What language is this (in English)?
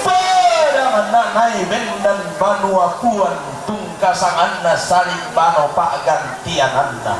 Toraja-Sa'dan